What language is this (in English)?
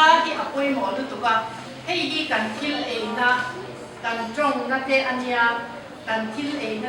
Mizo